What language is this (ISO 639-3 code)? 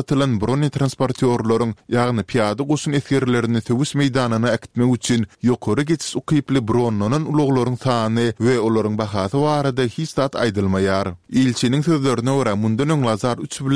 tuk